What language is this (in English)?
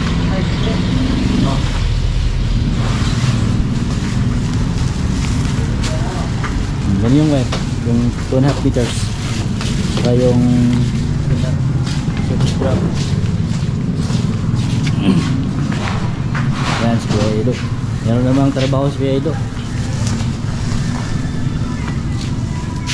Filipino